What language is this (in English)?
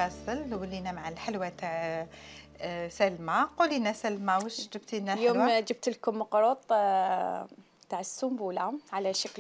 Algerian Arabic